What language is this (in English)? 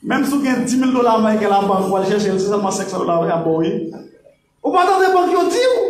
Haitian Creole